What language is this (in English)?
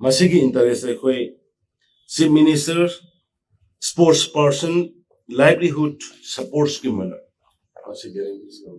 Manipuri